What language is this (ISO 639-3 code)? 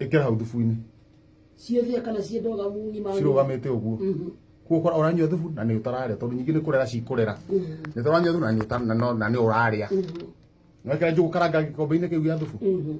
kik